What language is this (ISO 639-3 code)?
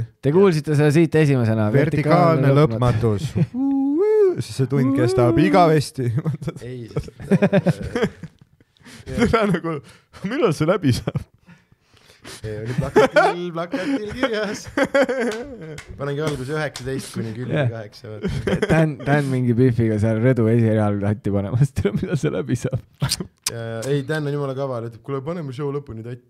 est